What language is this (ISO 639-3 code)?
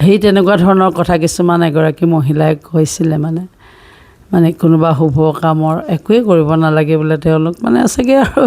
asm